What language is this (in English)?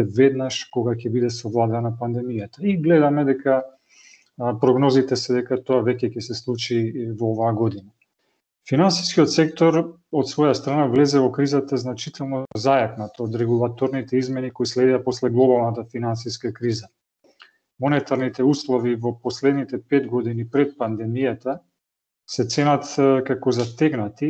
Macedonian